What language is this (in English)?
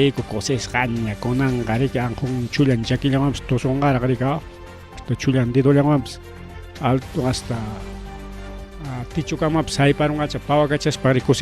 Ayacucho Quechua